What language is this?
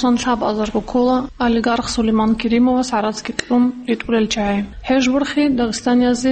Avaric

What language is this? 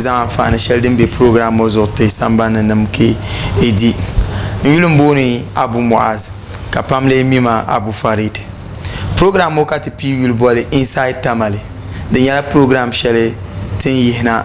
Dagbani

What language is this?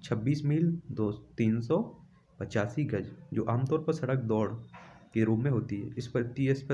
Hindi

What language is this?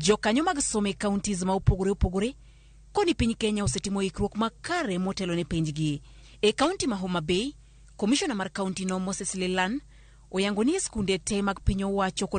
Luo (Kenya and Tanzania)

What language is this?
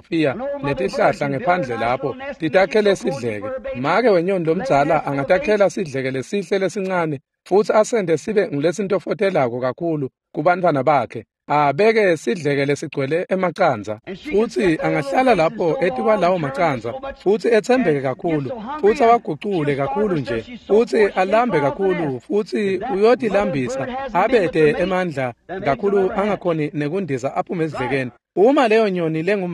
Swati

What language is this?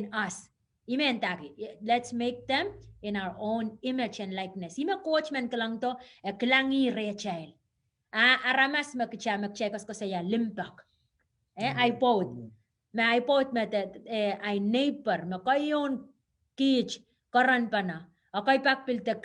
Pohnpeian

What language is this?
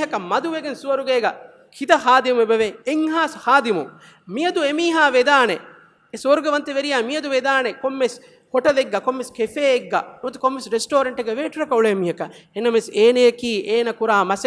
Divehi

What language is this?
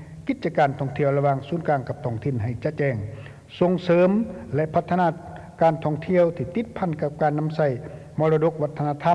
Lao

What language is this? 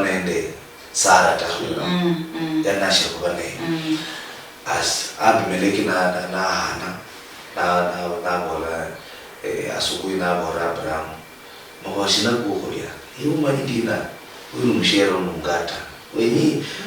Luyia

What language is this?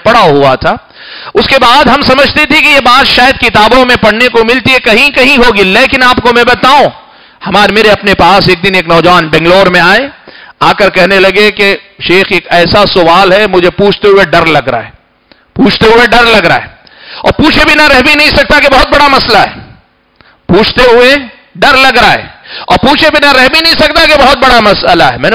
Urdu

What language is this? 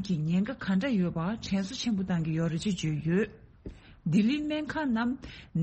Tibetan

